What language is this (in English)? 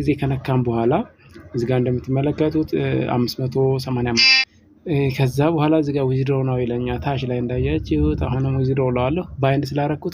Amharic